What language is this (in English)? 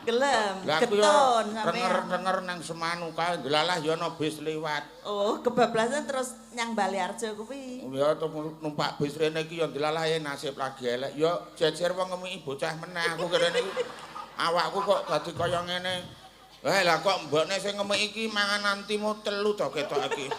Javanese